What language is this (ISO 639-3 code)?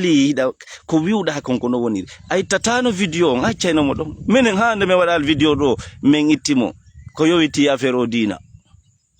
ful